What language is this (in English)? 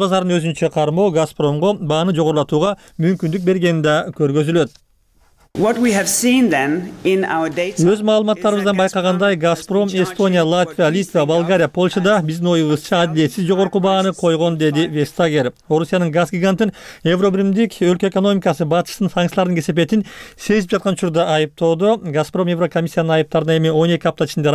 Kyrgyz